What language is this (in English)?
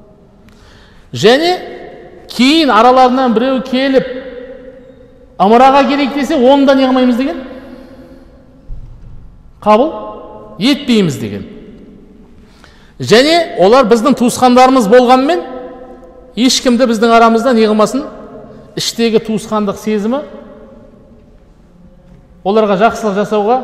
Kazakh